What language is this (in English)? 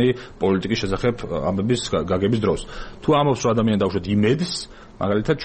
Georgian